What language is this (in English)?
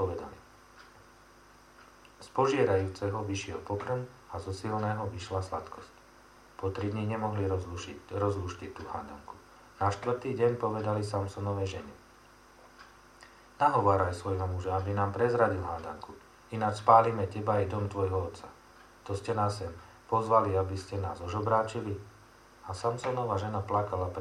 Slovak